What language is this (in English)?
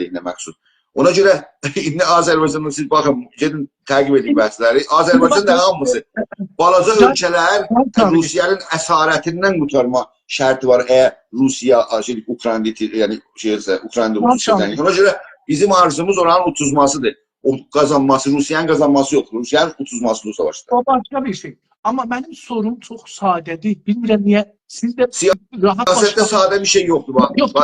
South Azerbaijani